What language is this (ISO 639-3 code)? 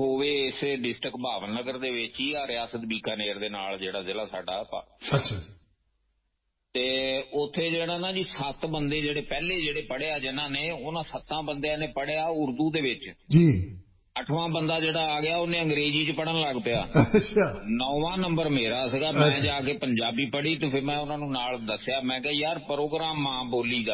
pan